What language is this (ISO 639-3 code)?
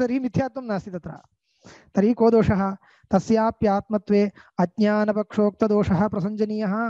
san